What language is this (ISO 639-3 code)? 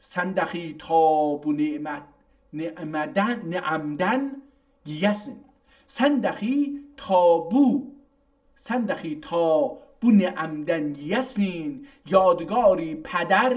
azb